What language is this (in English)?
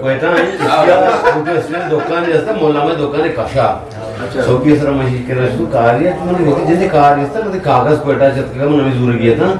Eastern Balochi